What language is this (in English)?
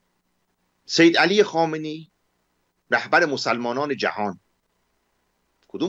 Persian